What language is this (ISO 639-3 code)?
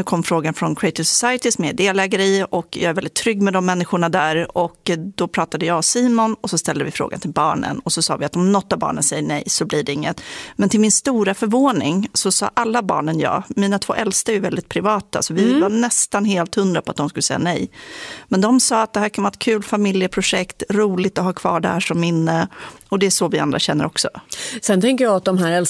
swe